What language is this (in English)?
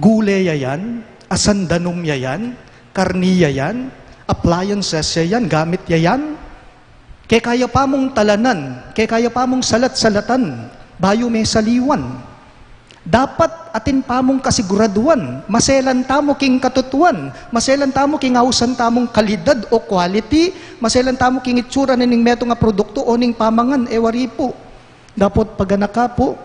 Pampanga